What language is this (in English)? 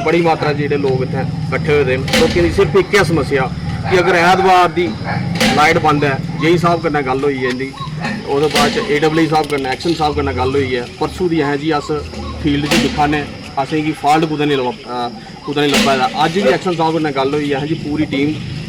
Dogri